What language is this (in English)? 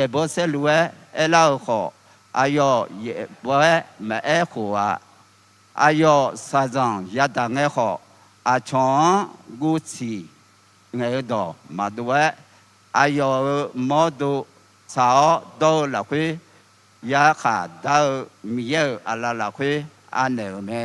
Akha